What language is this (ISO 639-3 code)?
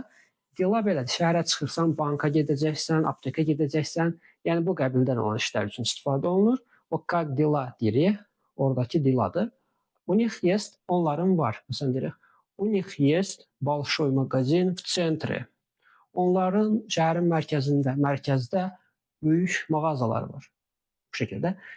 aze